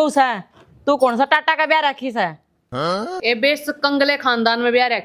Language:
Haryanvi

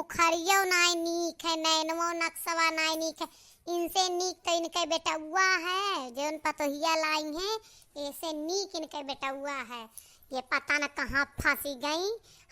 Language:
Awadhi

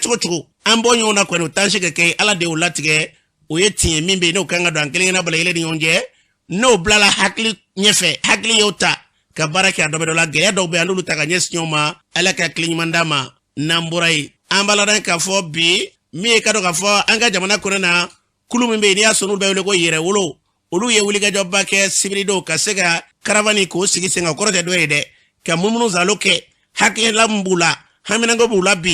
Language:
Bambara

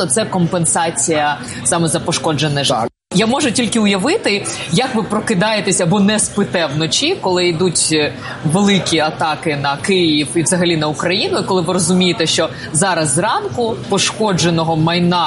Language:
Ukrainian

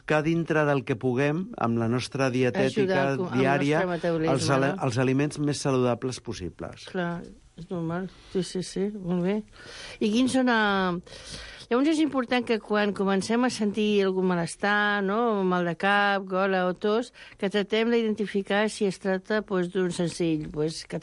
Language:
Catalan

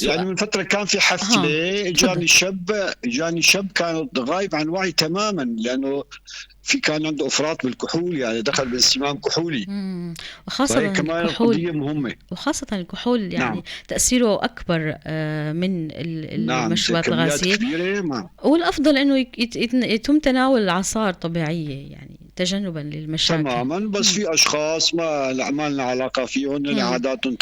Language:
North Levantine Arabic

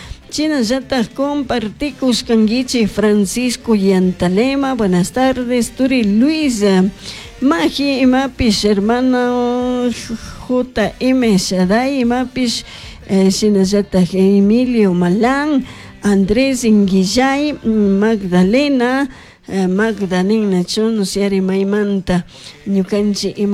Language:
Chimborazo Highland Quichua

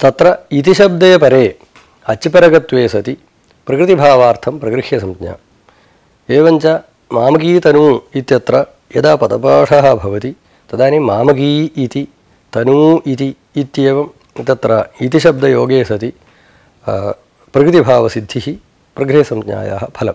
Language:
Sanskrit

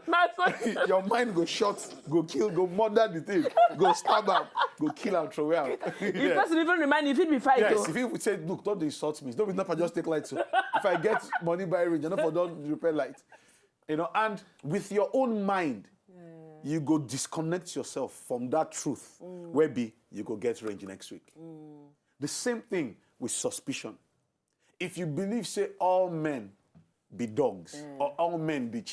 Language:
Nigerian Pidgin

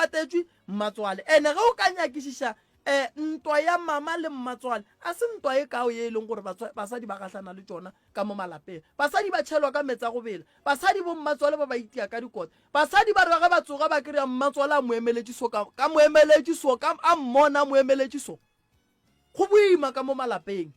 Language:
Northern Sotho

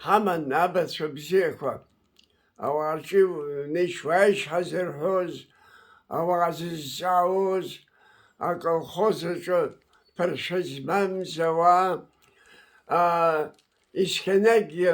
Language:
Abkhazian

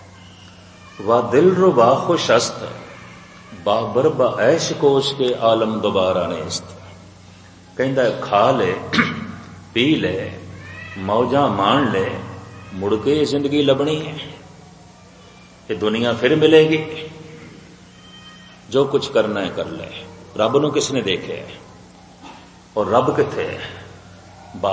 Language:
Punjabi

